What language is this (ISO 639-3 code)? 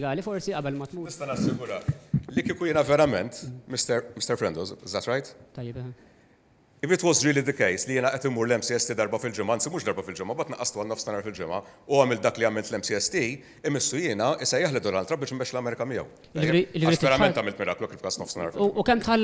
mlt